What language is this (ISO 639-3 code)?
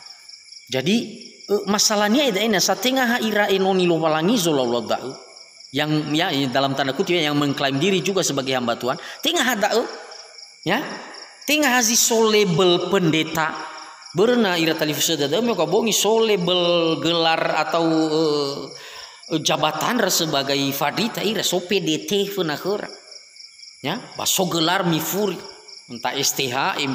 nia